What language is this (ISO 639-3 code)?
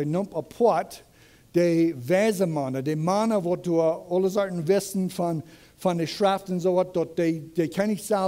pdt